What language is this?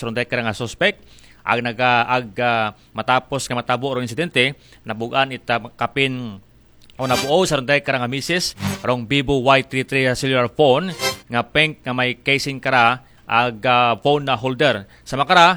Aklanon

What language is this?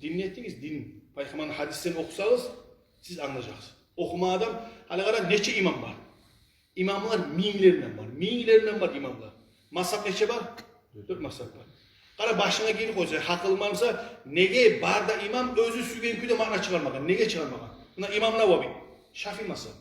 Kumyk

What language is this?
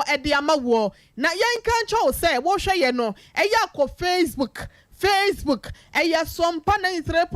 Akan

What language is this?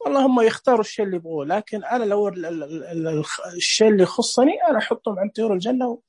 Najdi Arabic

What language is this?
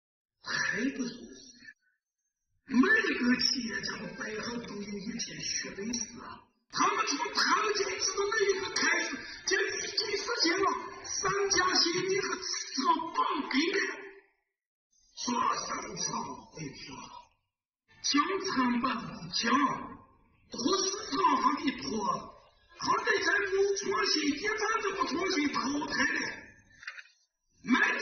Chinese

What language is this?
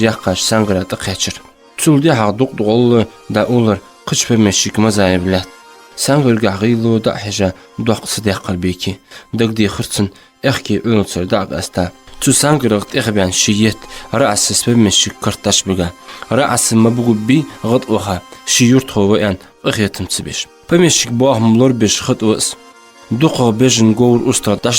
Ingush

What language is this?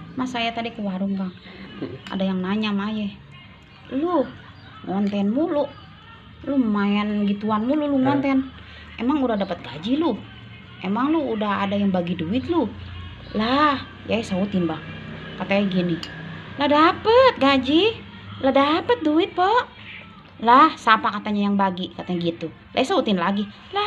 Betawi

